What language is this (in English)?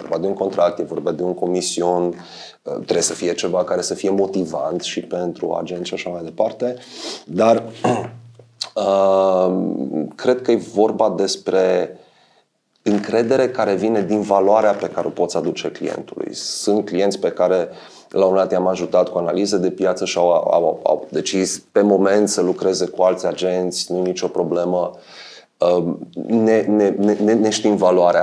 Romanian